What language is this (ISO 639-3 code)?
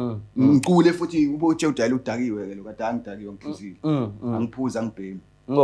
zul